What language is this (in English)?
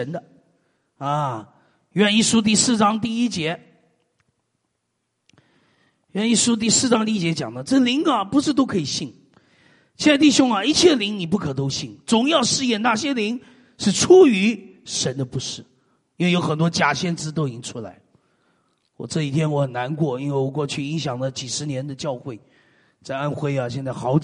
Chinese